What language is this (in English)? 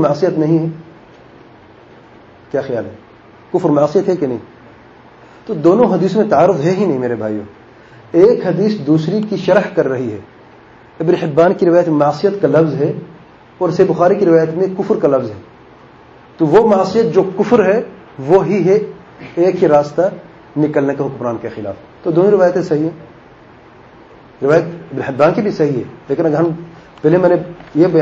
Urdu